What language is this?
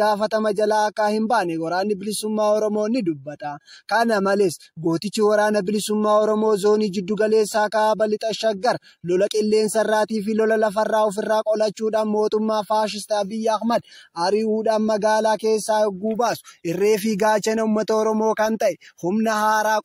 Oromo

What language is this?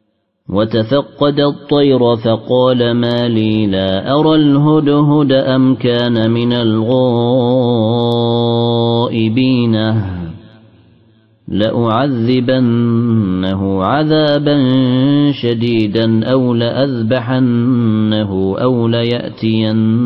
Arabic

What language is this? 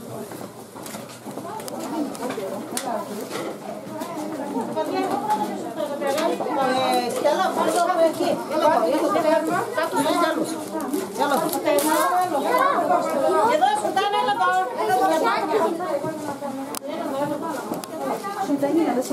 Greek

